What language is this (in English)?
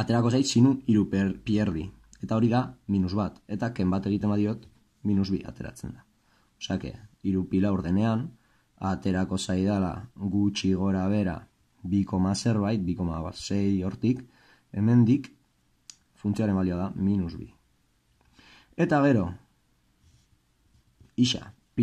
Basque